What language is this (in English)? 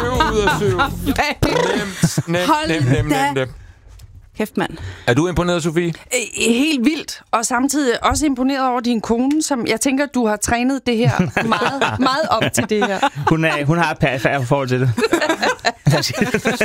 Danish